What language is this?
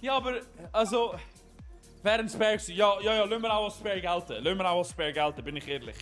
Swiss German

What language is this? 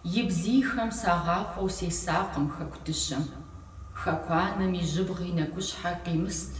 Kabardian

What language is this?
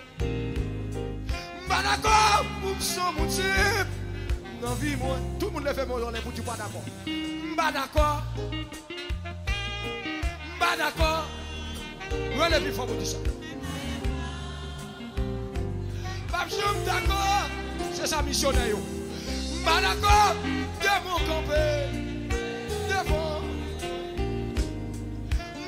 French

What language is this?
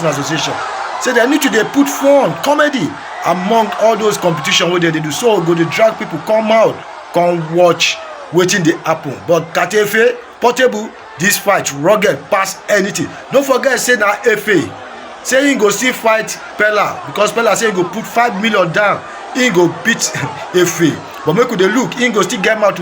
Nigerian Pidgin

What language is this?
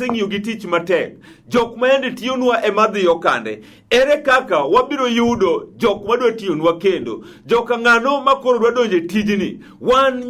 Luo (Kenya and Tanzania)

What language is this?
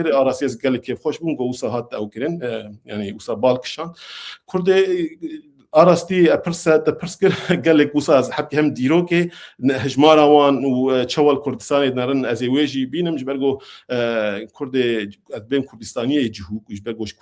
Kurdish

